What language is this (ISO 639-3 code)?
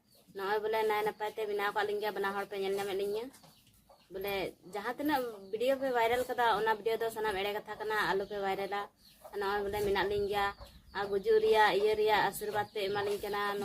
sat